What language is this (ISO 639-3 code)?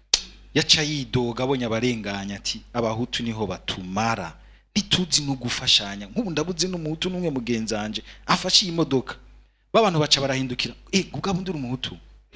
run